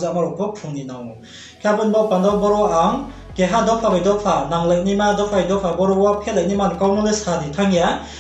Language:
Riang (India)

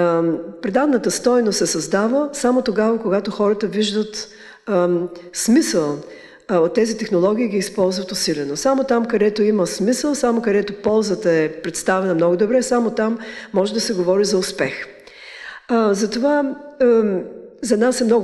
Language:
Bulgarian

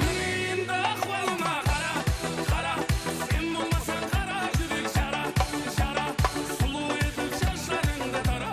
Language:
Kara-Kalpak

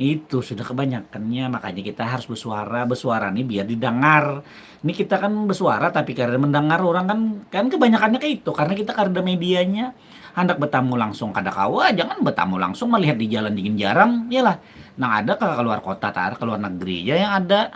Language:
Banjar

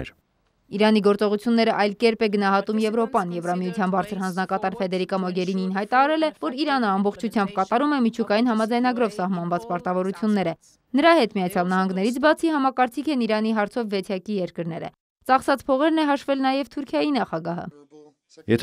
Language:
Armenian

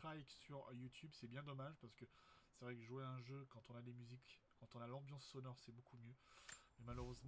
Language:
French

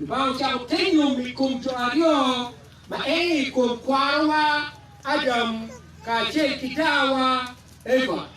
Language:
Acoli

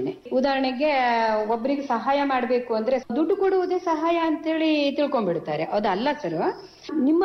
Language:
Kannada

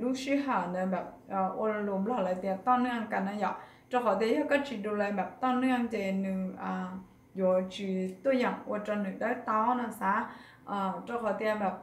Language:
Hmong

